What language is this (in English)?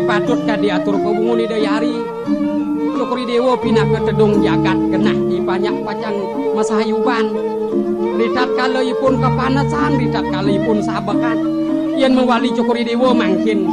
Balinese